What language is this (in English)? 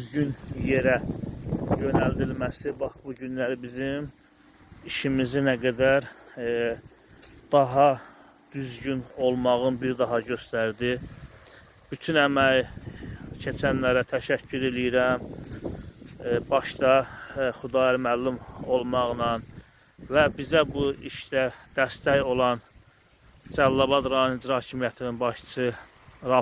Azerbaijani